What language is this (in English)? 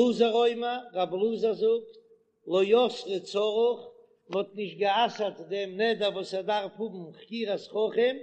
Yiddish